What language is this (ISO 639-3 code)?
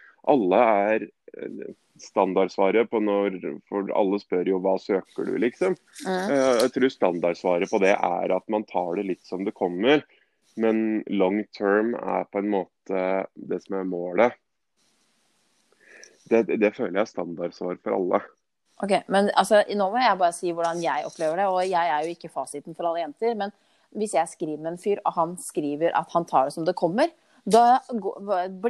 nor